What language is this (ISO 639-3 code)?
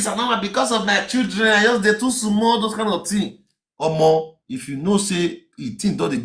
pcm